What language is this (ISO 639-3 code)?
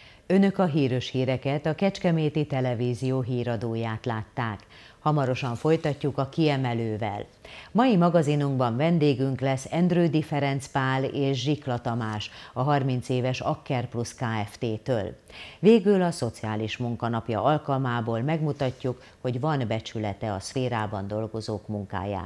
hun